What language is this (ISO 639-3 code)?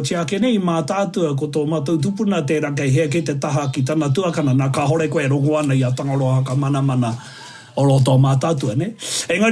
mri